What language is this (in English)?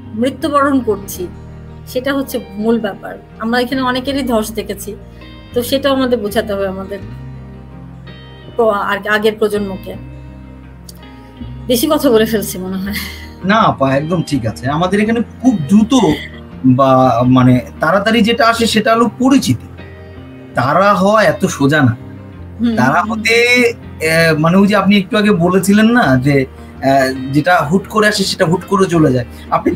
Bangla